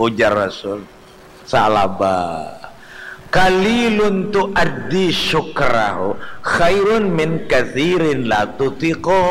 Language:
Banjar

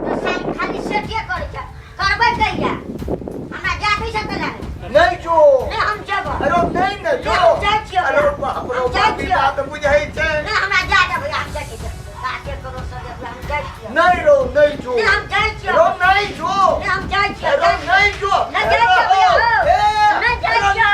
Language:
Maithili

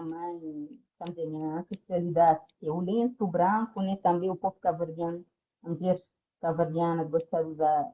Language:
Kabuverdianu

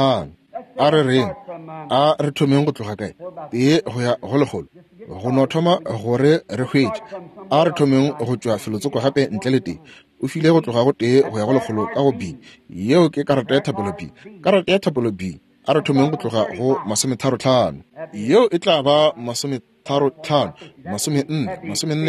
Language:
Northern Sotho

